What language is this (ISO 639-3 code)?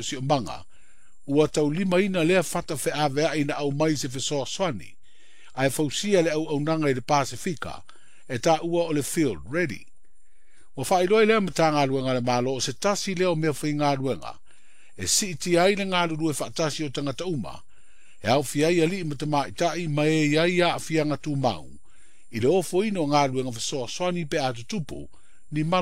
smo